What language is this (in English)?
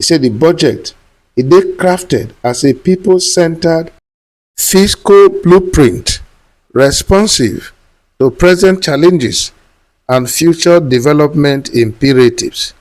Nigerian Pidgin